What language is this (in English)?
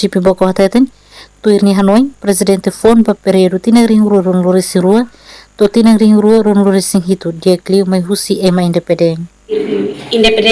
Tetum